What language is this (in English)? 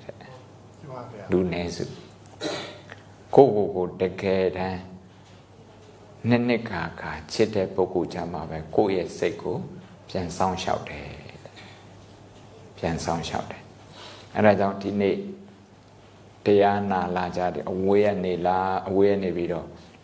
Burmese